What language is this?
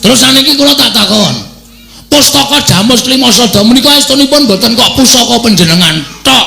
Javanese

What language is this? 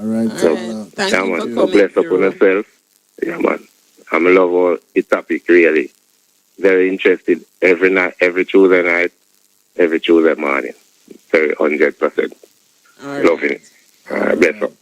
Jamaican Creole English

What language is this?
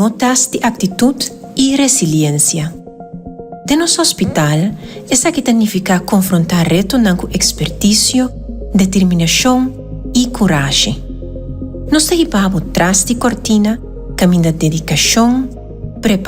Papiamento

